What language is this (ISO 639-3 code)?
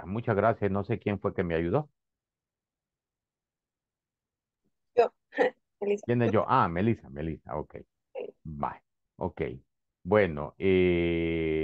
spa